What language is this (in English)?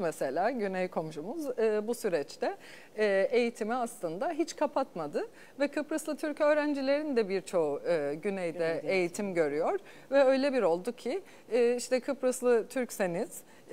Turkish